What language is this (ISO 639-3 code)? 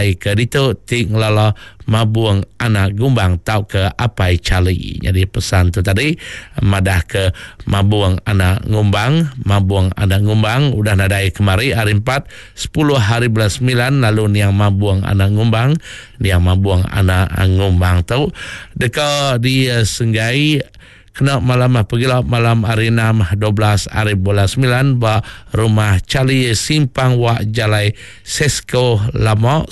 iba